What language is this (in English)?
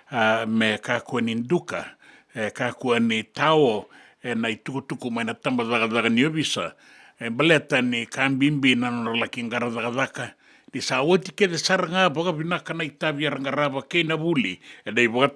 Fijian